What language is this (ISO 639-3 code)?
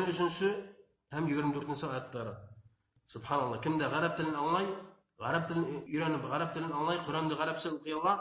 bak